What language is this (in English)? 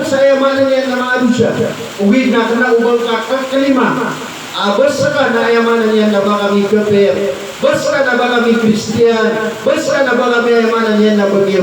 Maranao